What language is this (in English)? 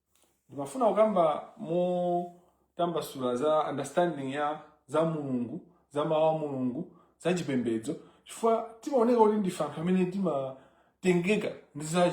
Nyanja